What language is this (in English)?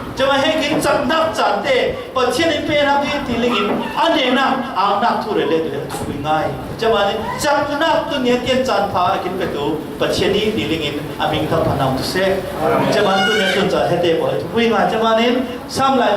Falam Chin